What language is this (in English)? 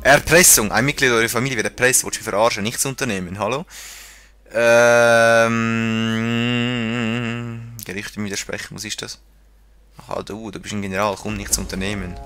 Swiss German